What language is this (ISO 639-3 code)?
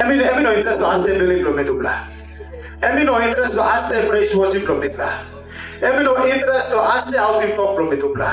tpi